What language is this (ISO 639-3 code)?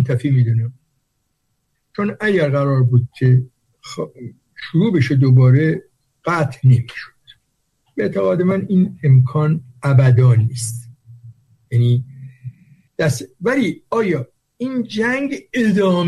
fas